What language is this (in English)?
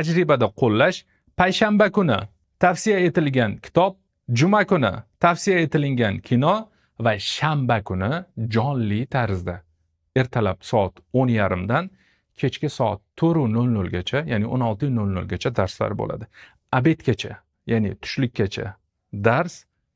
Uzbek